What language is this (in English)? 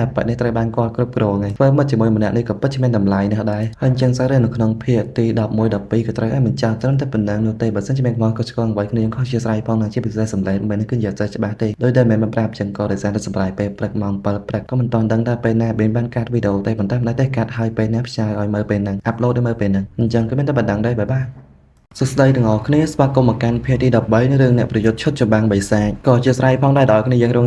Khmer